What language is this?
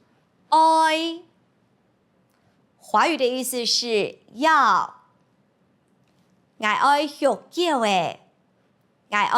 Hakka Chinese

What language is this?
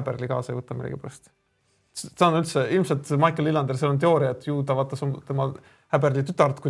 Estonian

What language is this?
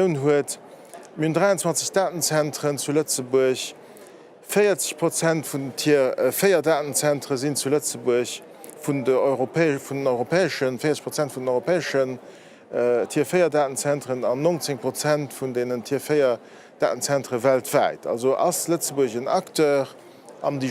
Luxembourgish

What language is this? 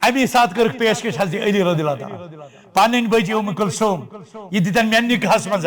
Kashmiri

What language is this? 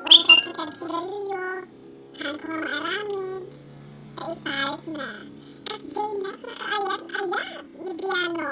Iloko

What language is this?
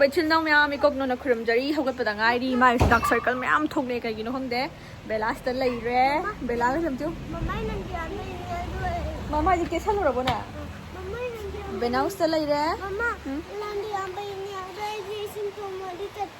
Manipuri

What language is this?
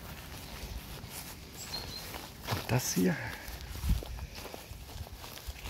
German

